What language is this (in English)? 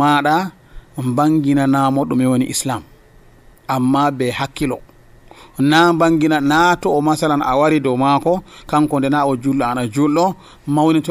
Nigerian Fulfulde